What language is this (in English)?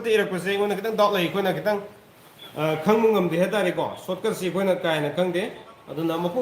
Manipuri